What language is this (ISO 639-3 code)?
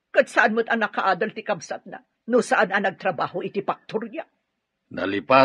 ilo